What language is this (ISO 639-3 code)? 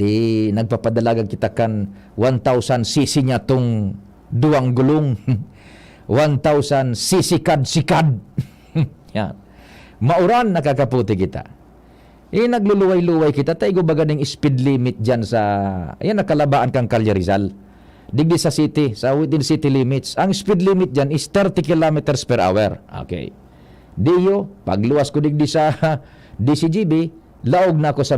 bik